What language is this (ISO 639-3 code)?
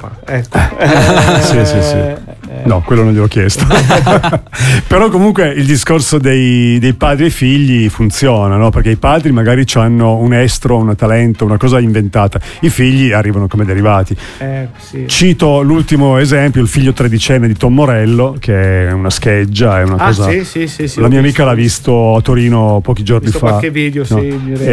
ita